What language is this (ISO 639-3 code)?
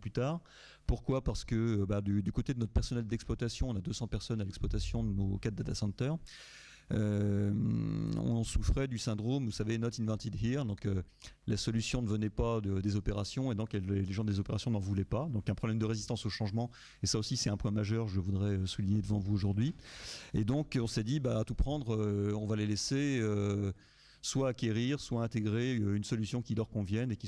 fra